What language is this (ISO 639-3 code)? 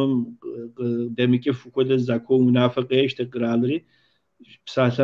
kbd